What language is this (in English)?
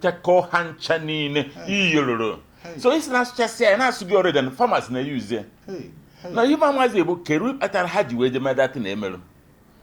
Igbo